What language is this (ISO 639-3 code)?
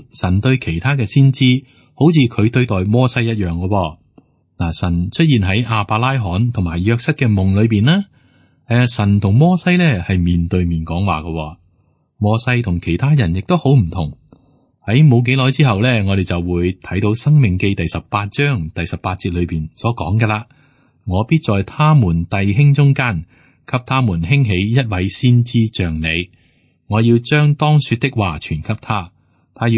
yue